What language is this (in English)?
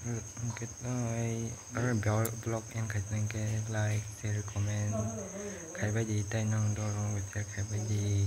Kok Borok